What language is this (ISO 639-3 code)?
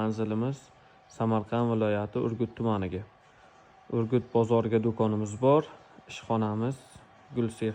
uzb